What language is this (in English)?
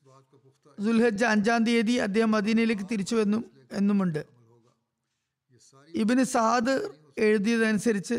Malayalam